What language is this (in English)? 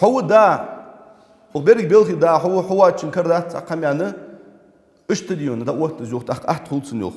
Ingush